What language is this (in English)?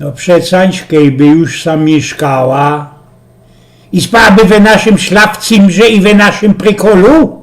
Silesian